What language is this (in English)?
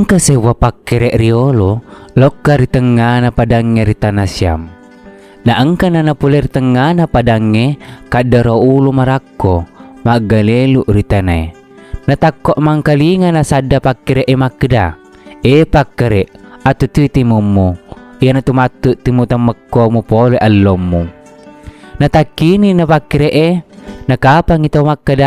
Buginese